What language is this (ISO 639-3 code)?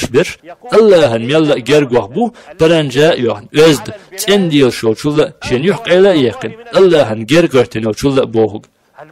che